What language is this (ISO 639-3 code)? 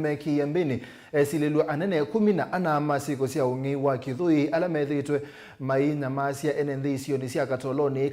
kam